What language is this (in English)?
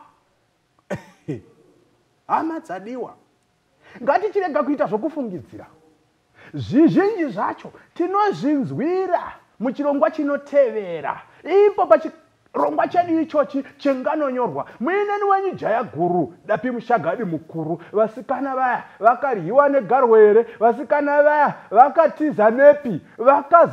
Shona